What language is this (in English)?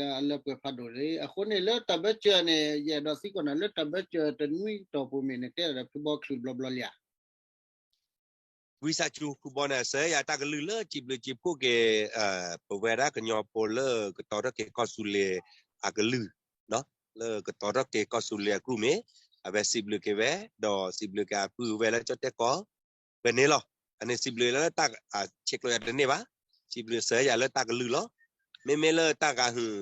S'gaw Karen